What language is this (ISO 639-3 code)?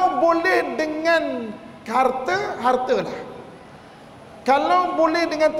msa